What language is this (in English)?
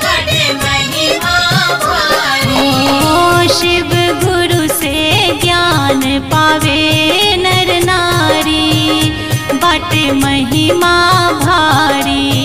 Bhojpuri